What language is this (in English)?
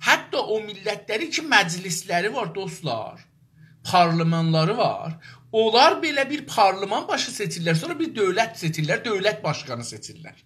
South Azerbaijani